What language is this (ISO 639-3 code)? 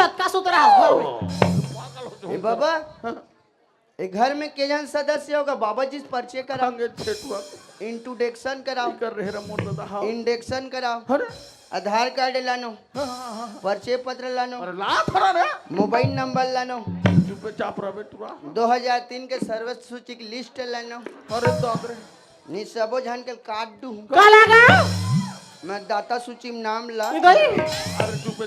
hne